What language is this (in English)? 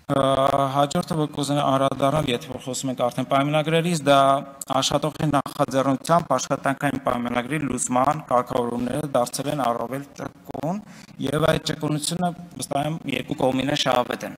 Armenian